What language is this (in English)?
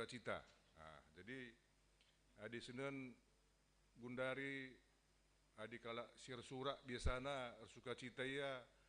Batak Karo